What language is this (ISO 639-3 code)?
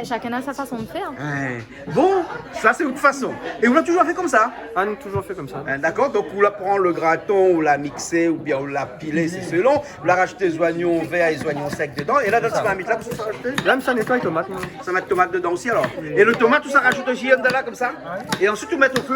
rcf